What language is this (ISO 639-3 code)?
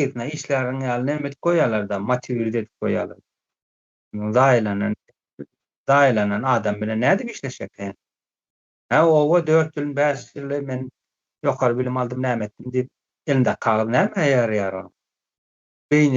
tuk